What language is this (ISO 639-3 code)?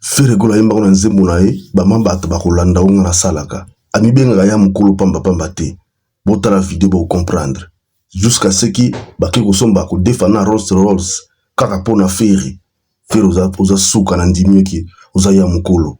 lin